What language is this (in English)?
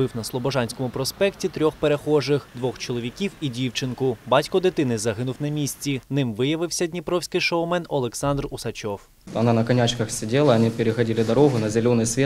Ukrainian